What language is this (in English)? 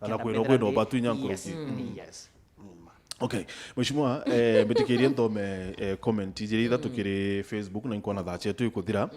Meru